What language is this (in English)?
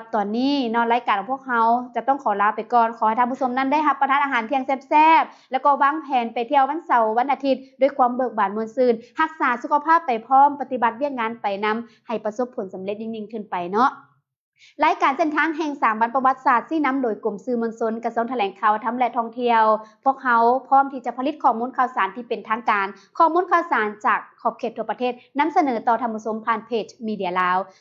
Lao